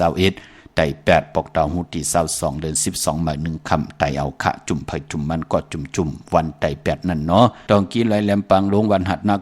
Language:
Shan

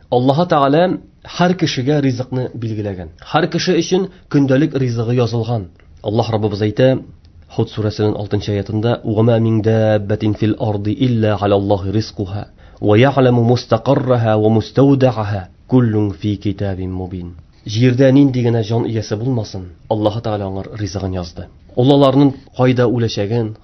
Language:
Tatar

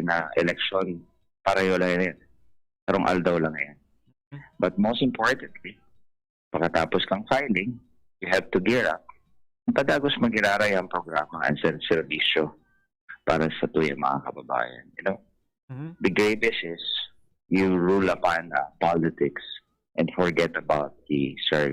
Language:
Bikol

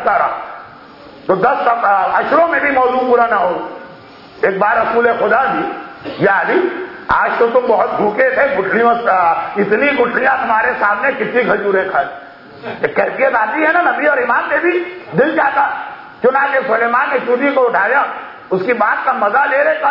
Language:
Urdu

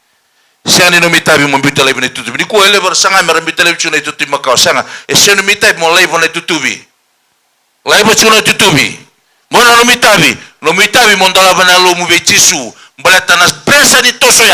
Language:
Fijian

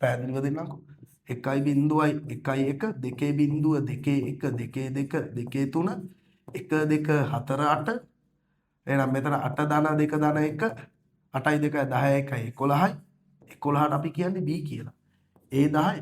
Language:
Sinhala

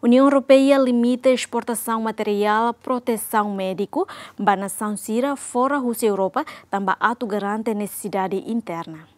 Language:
Tetum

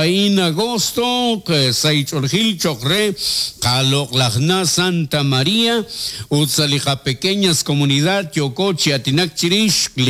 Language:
Kekchí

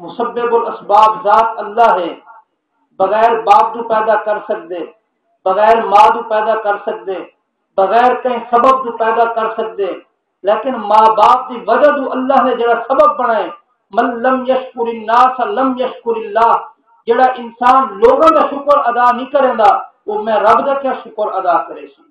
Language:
Saraiki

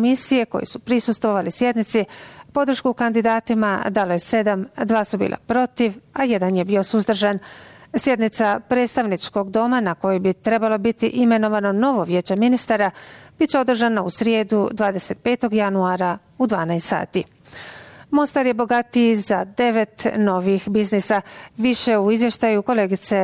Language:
Bosnian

